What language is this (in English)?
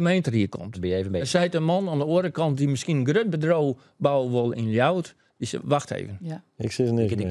Western Frisian